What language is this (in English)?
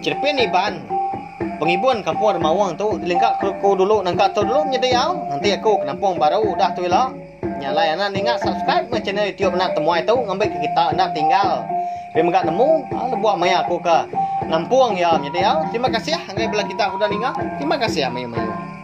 Iban